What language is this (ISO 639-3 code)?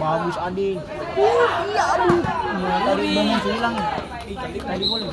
abs